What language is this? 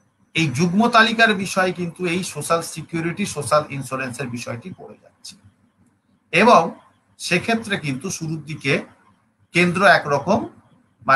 Bangla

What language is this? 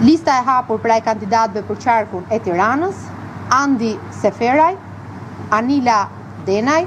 Albanian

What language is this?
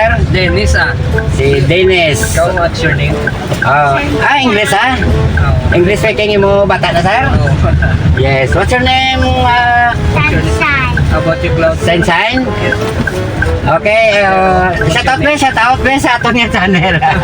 Hiligaynon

